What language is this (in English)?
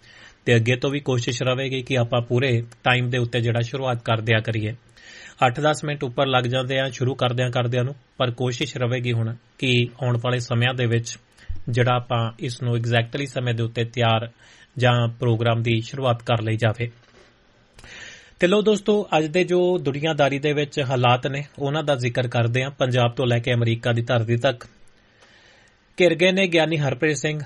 Punjabi